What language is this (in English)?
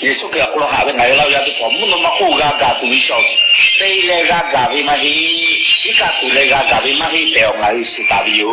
Lahu